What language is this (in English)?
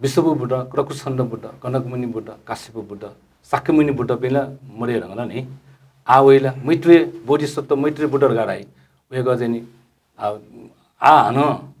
Newari